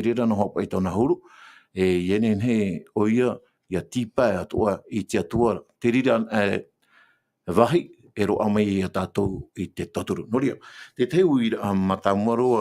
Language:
Tahitian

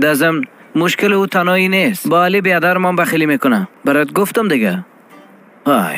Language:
Persian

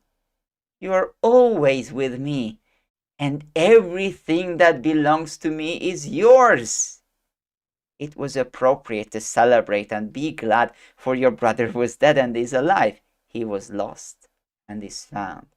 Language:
English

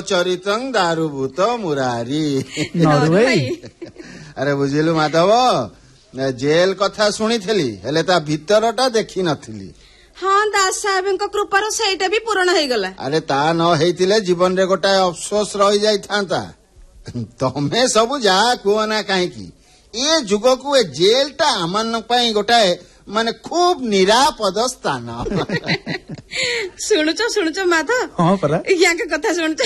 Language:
Odia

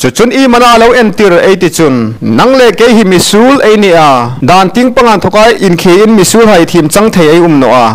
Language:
Hmar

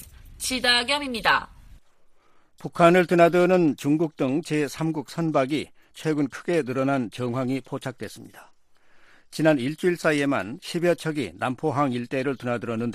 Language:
Korean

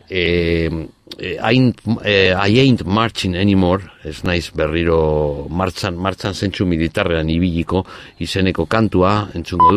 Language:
Basque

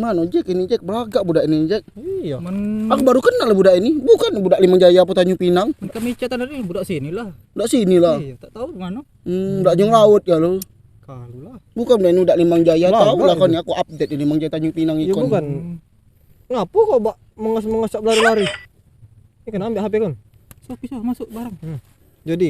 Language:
Musi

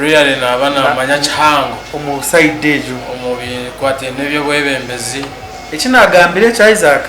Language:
Nyankole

